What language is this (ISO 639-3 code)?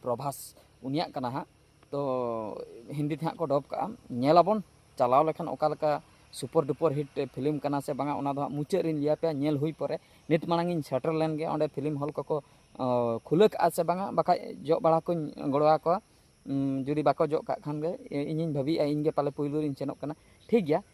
sat